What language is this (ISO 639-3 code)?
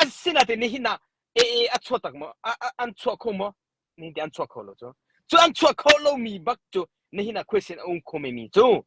cnh